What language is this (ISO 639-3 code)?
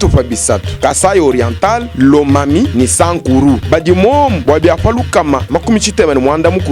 lua